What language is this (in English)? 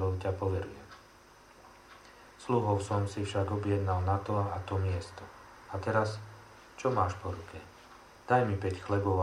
Slovak